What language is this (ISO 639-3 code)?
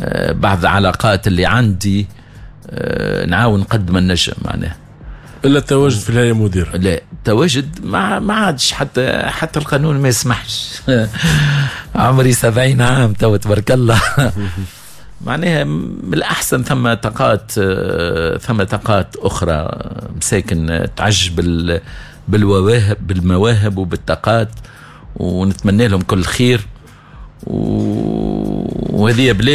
aeb